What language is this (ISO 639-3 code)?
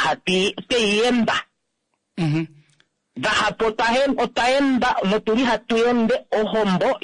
kua